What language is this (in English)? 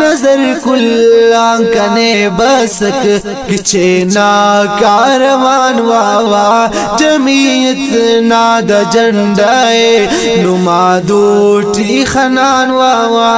Brahui